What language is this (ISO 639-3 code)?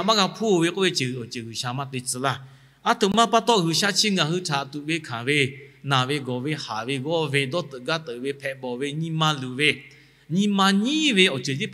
lhu